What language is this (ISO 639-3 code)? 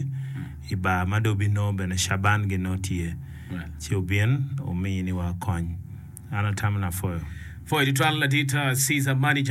ach